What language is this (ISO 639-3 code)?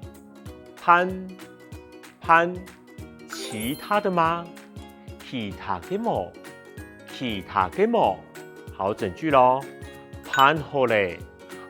hak